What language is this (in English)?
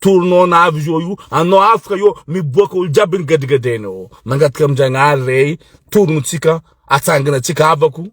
Malagasy